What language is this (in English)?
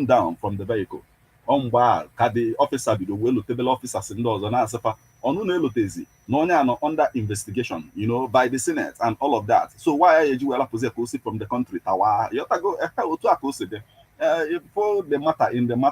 Igbo